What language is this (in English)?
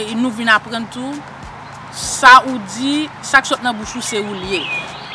Haitian Creole